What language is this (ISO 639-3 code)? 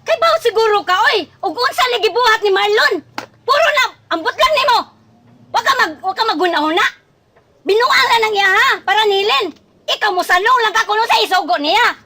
ceb